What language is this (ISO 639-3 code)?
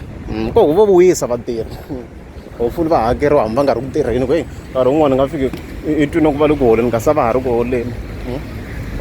tso